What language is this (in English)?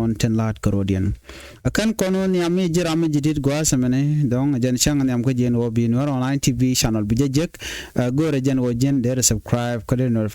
Nuer